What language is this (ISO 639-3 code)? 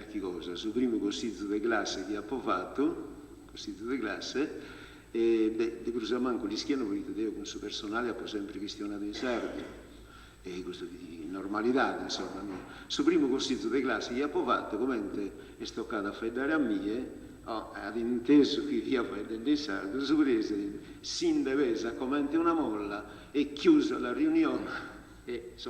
srd